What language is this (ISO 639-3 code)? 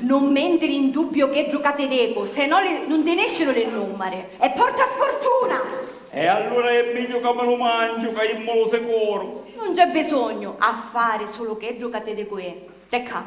scn